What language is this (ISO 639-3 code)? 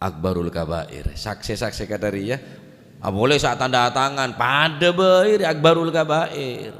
mad